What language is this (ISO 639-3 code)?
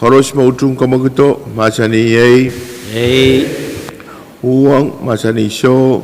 pon